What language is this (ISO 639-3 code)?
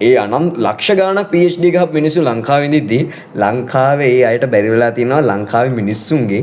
sin